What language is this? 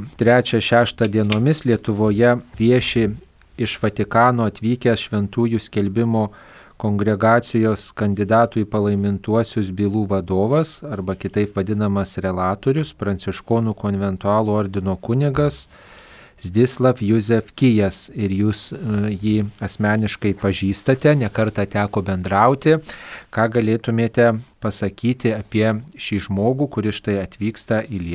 Lithuanian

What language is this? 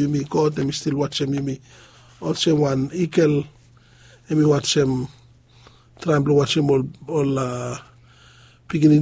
Bislama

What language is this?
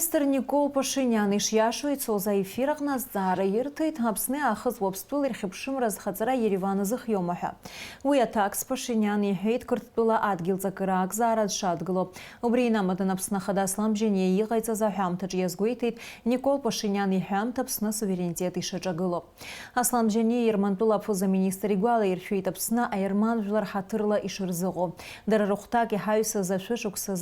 Abkhazian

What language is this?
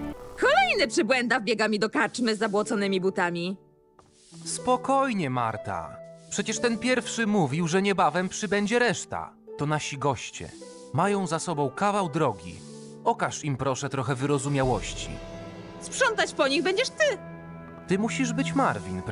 Polish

